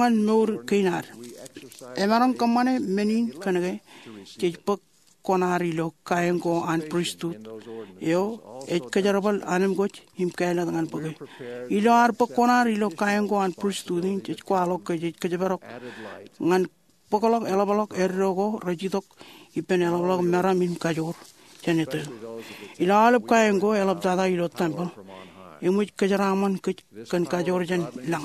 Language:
Marshallese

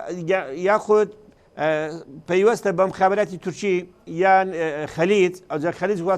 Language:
Central Kurdish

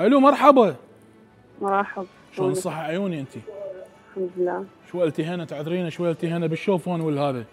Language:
Mesopotamian Arabic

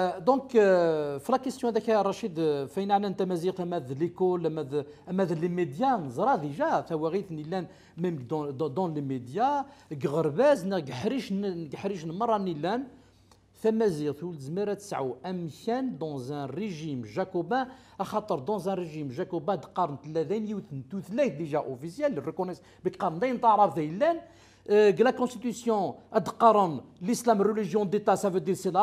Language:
Kabyle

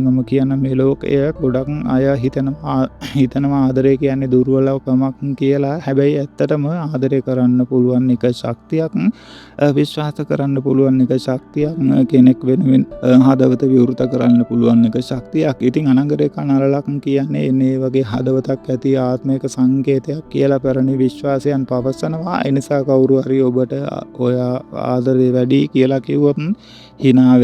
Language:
Sinhala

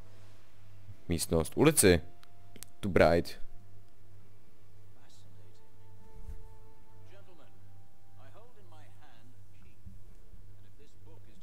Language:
Czech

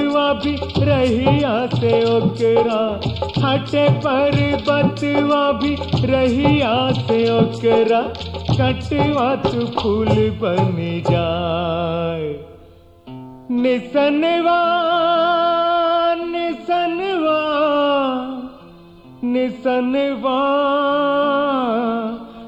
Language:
Bhojpuri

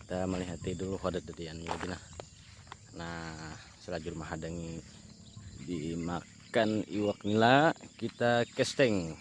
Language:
Banjar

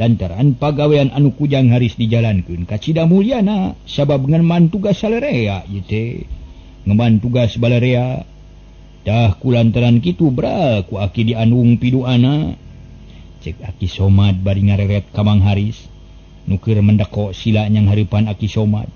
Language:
Sundanese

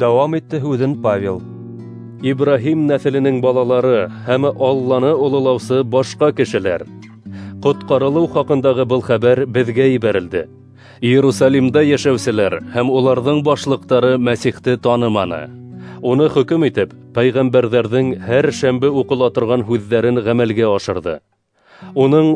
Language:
Bashkir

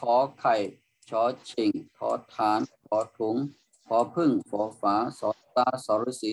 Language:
Shan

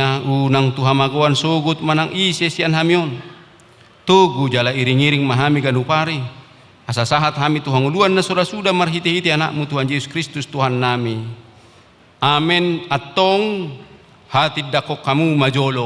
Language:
Batak Toba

